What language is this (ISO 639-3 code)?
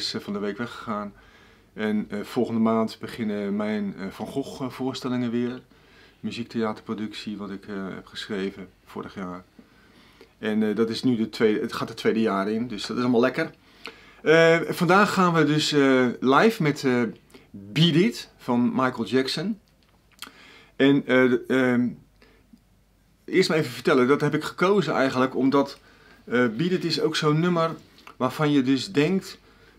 nld